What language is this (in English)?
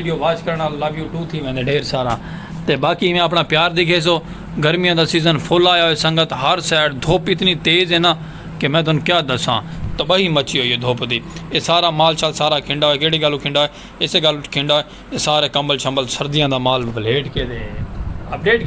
Saraiki